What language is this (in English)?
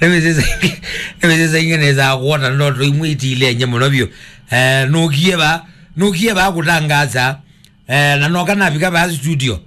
Kamba